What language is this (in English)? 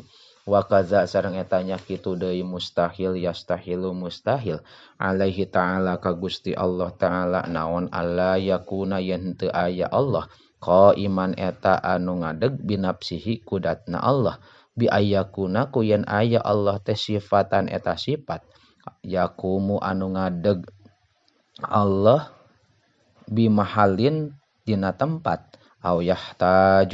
Sundanese